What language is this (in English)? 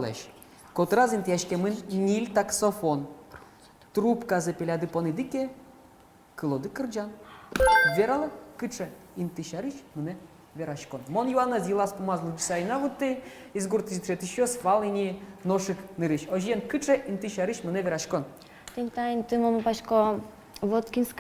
Udmurt